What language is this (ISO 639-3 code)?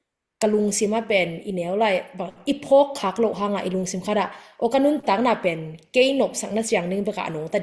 ctd